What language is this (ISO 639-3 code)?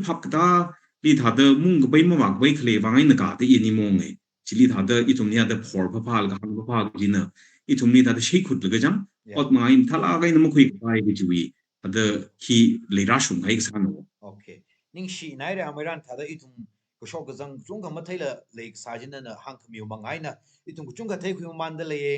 nmf